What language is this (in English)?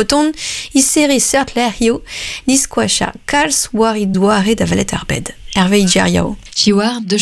Breton